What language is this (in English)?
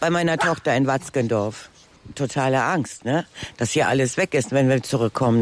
German